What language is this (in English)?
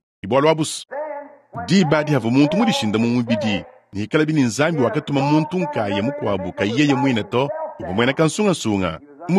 Luba-Lulua